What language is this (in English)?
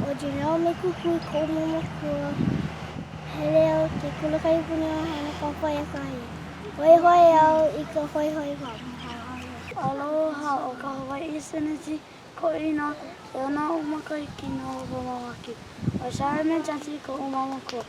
Hawaiian